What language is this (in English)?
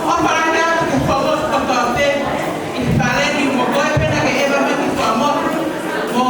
Tongan